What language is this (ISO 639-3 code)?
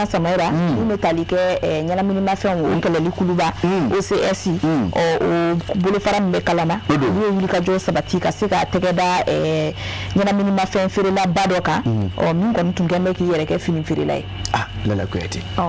bam